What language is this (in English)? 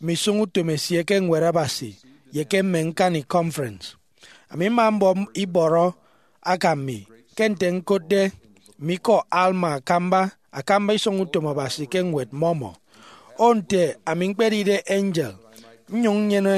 Efik